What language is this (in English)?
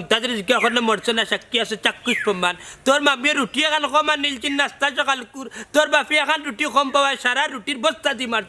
Sylheti